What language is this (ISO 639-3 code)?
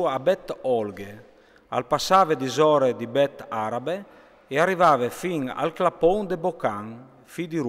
fur